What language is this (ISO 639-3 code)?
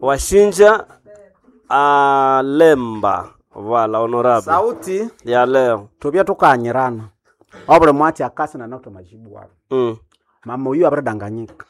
nnb